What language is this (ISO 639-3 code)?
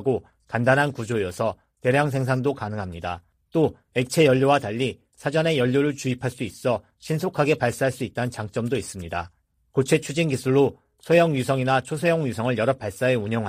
kor